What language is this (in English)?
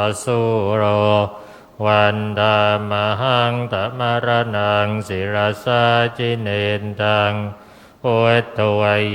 Pali